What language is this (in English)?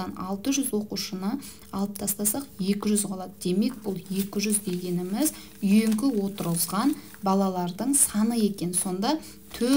Kazakh